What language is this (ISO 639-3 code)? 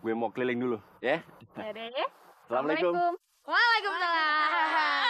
bew